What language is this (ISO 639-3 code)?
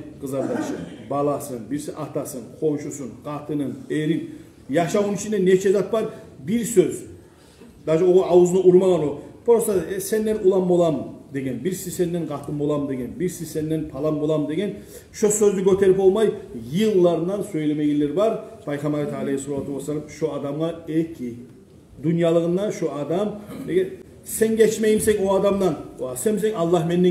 kum